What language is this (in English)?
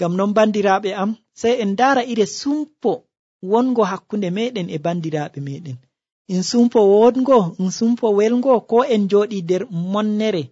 Nigerian Fulfulde